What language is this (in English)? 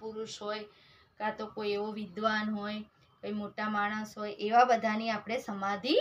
Gujarati